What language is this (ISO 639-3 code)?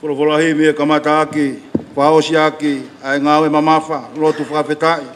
ton